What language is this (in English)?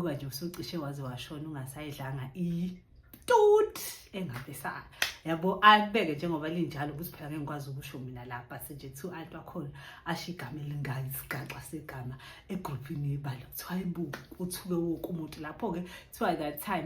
Zulu